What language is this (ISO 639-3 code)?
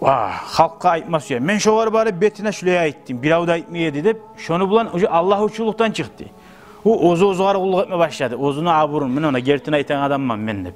kum